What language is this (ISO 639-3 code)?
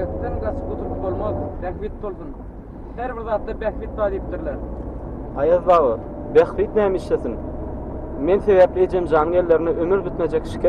tuk